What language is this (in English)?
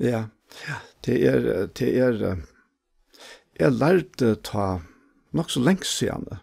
Faroese